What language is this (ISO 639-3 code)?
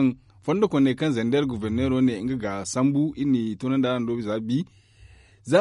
dje